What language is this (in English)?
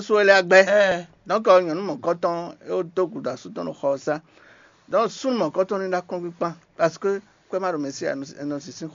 Fon